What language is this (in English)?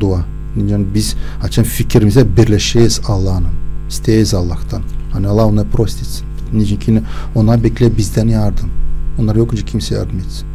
Gagauz